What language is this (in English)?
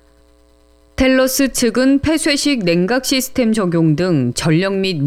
Korean